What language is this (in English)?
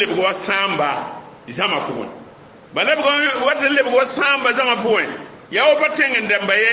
Mossi